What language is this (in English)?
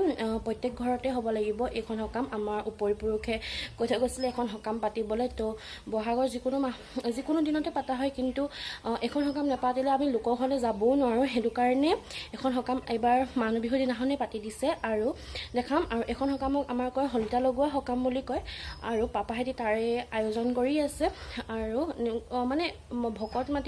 Assamese